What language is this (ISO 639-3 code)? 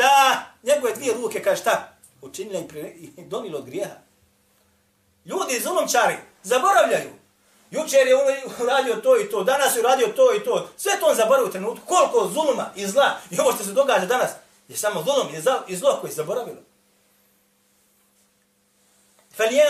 bos